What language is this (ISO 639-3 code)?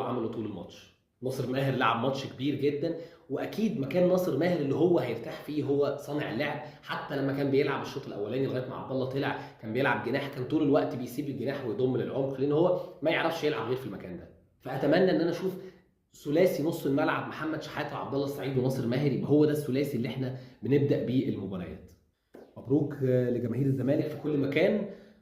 arz